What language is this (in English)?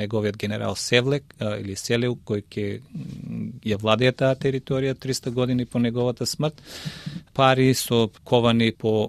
Macedonian